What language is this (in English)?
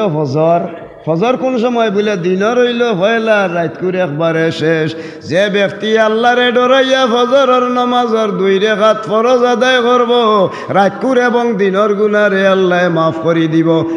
Sylheti